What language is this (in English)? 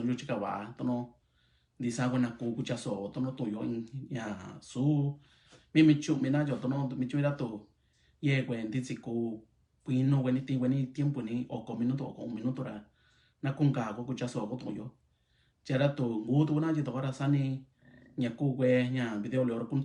Mixtepec Mixtec